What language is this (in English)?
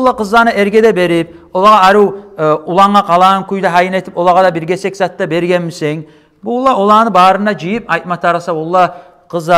Kumyk